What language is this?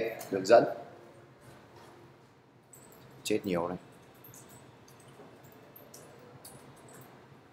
Vietnamese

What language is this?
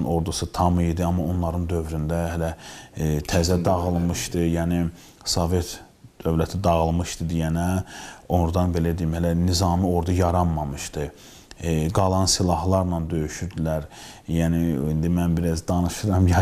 Azerbaijani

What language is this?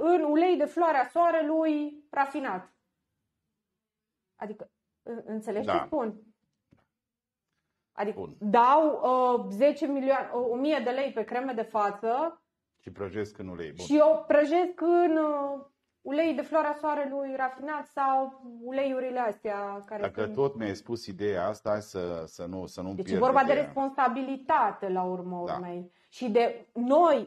Romanian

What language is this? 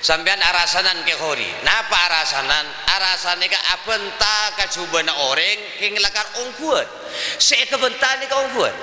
Madurese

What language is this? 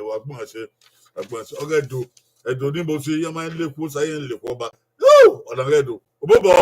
Bini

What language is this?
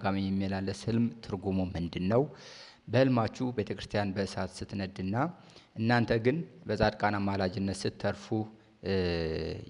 Amharic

